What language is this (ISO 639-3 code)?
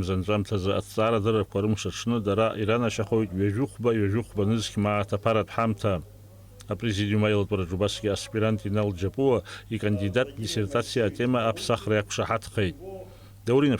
abk